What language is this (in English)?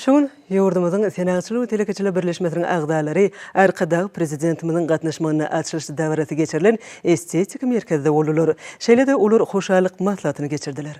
Turkmen